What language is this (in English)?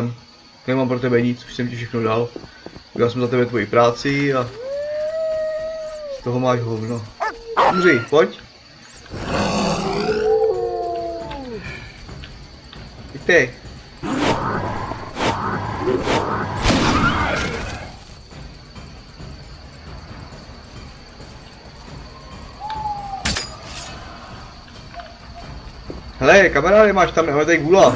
Czech